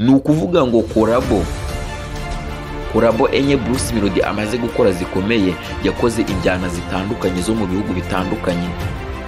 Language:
Kinyarwanda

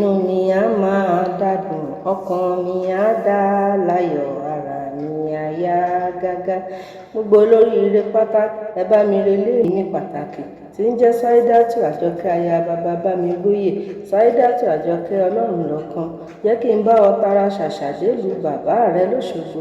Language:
Yoruba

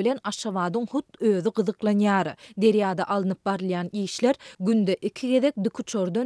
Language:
Turkmen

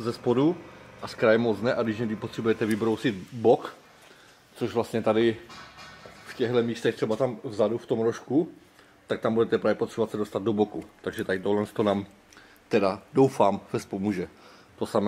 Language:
Czech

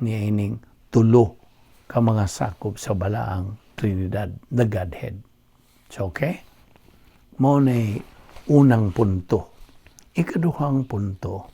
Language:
Cebuano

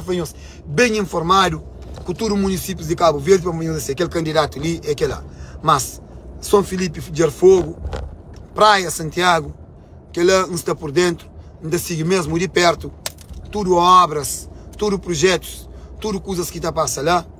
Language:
Kabuverdianu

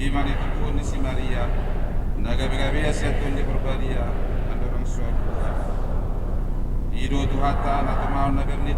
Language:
Batak Toba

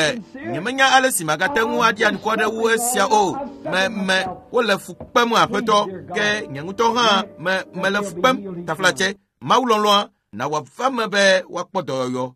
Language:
Ewe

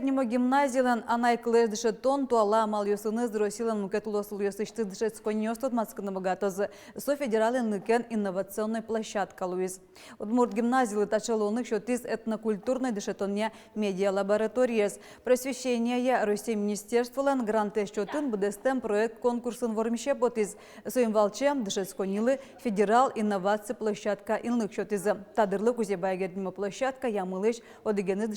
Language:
Udmurt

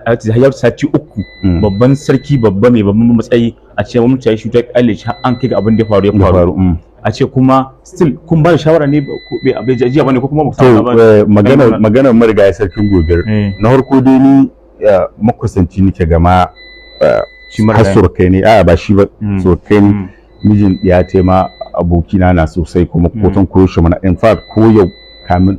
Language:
Hausa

